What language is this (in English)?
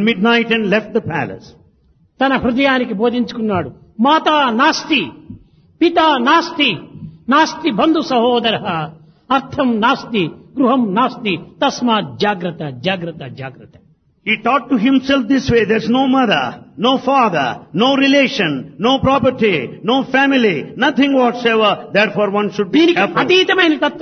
Telugu